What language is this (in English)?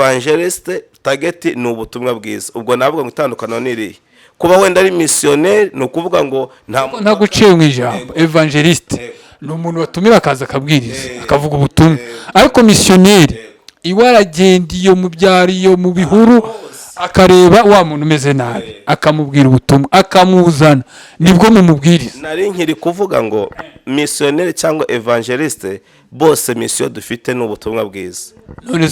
Kinyarwanda